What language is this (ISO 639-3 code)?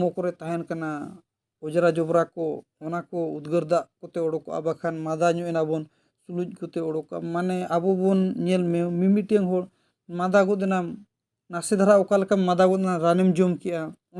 sat